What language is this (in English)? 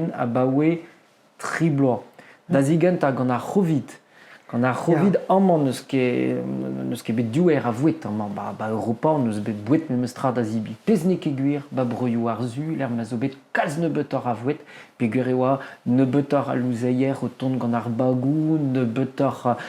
Breton